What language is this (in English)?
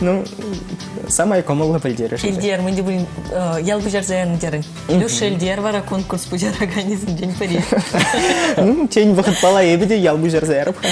Chuvash